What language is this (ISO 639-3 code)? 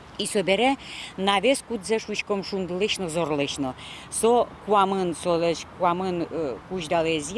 udm